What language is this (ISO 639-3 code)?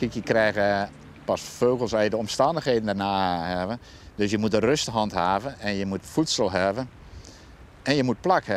fry